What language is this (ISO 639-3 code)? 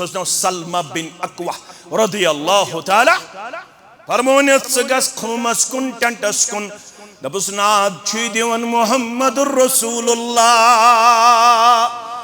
kas